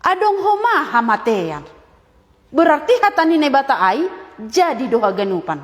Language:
Batak Simalungun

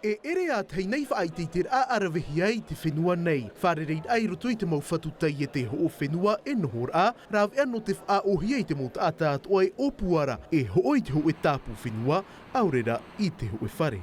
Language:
Tahitian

